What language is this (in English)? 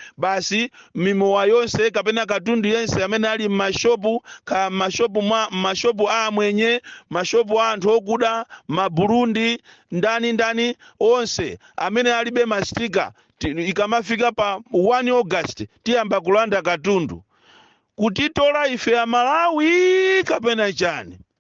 Nyanja